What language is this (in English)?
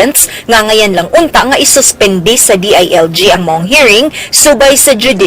Cebuano